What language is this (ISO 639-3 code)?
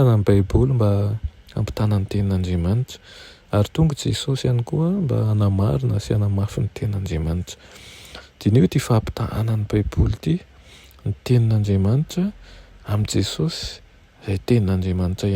mlg